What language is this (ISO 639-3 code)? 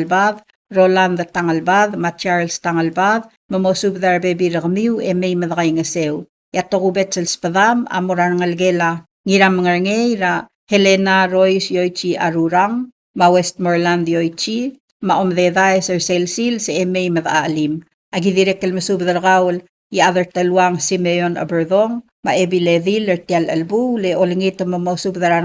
pau